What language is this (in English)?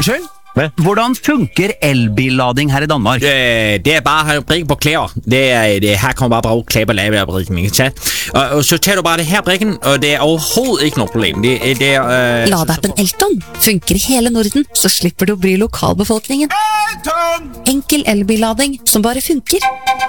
Norwegian